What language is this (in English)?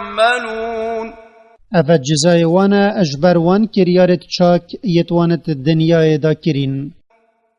Kurdish